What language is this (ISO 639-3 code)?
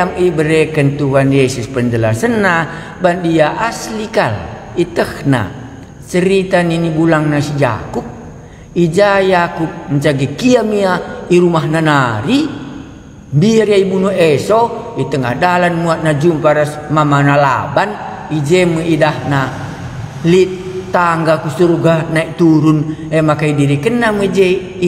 btx